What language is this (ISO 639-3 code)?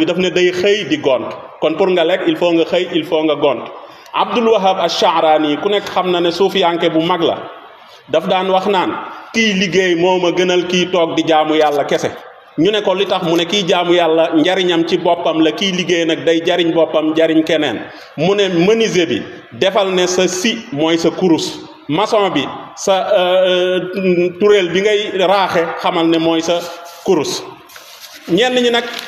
wol